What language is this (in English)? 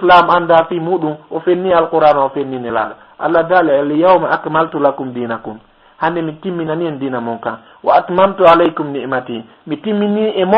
Fula